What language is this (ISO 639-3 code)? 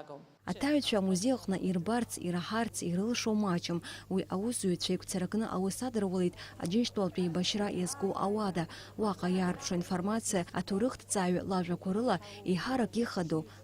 abk